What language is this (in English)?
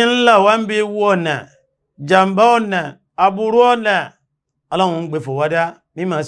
Yoruba